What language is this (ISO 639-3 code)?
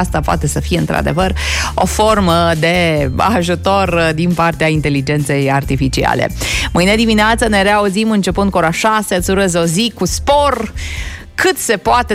ron